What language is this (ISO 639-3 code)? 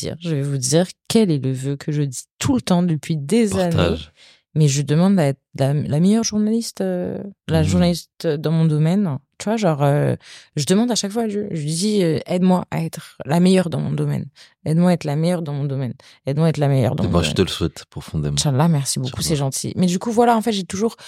fra